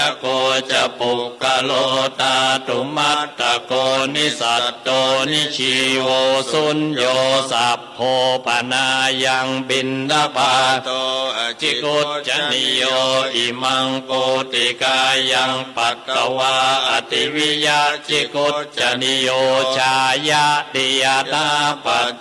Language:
Pali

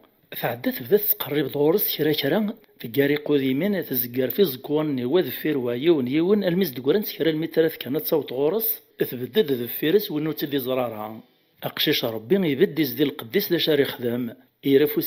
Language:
Kabyle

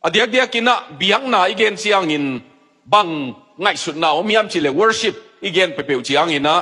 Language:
Tedim Chin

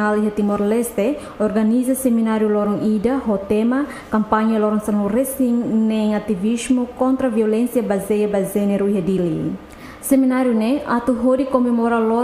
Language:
Tetum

